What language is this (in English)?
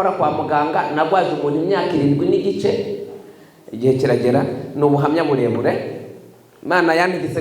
Kinyarwanda